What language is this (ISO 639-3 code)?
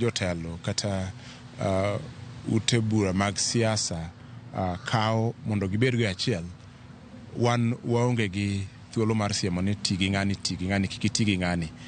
luo